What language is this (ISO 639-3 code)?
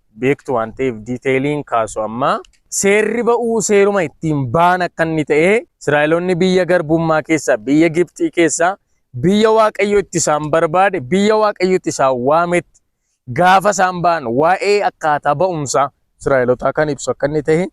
orm